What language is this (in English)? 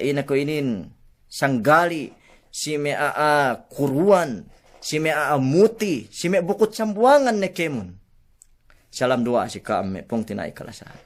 Yakan